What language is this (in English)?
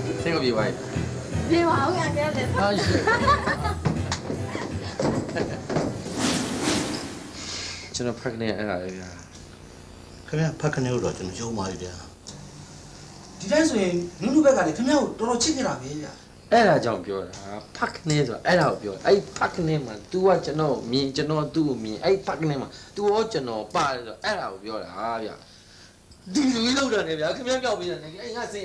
Burmese